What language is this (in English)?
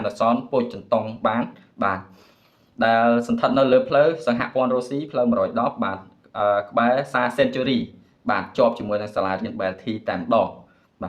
Khmer